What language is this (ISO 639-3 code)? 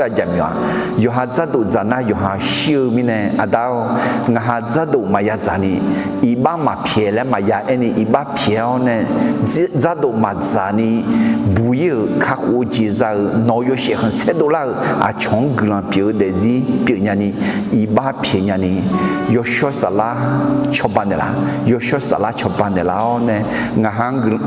ahk